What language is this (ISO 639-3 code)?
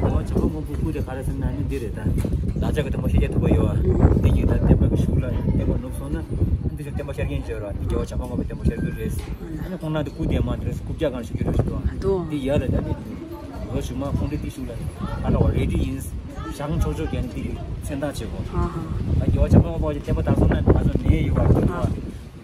bod